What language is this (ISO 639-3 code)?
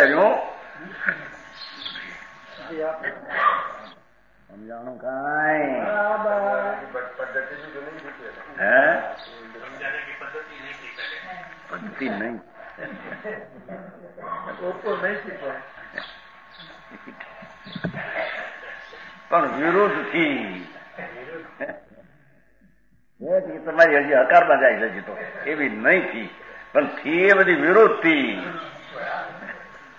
guj